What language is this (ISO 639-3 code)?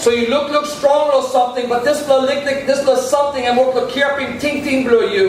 tpi